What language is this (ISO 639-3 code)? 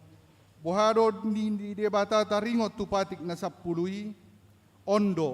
bbc